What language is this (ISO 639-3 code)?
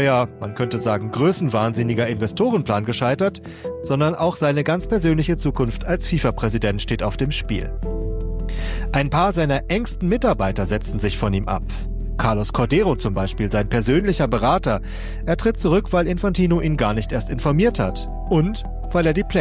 deu